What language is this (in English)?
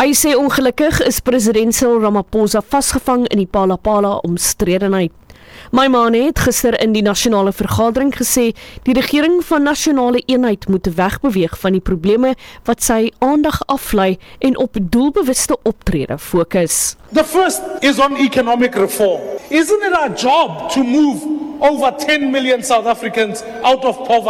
Afrikaans